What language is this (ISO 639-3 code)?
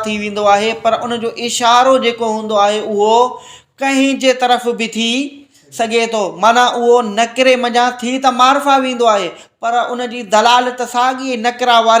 snd